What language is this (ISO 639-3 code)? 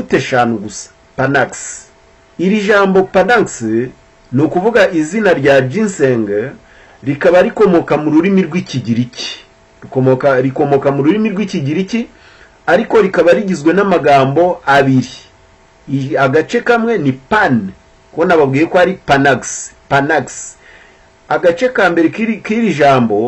kin